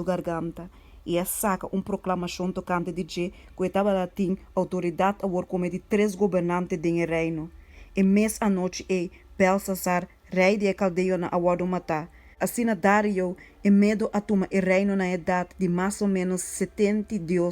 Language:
Papiamento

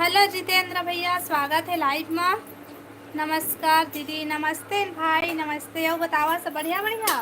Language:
Chhattisgarhi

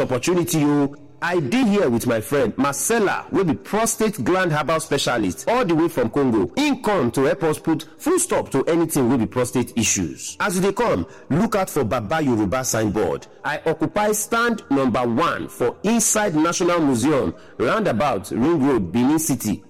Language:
Nigerian Pidgin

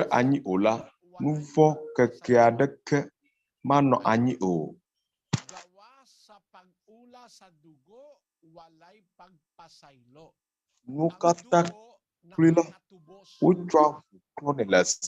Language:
Ewe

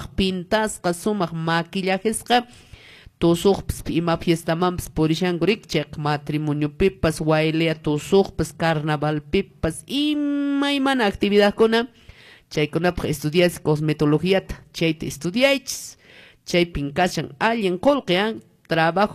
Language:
Quechua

